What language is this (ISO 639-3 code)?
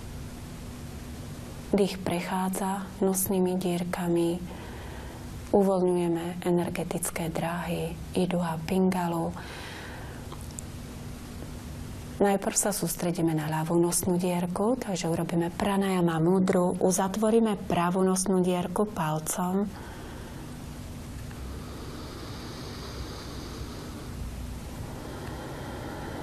slk